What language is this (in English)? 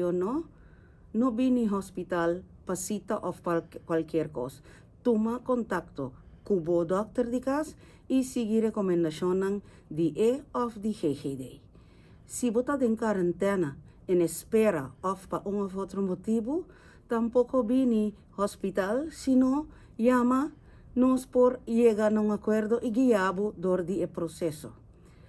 Papiamento